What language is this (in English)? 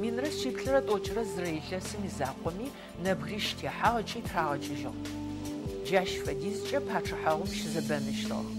Adyghe